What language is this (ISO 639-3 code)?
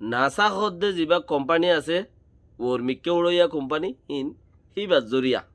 rhg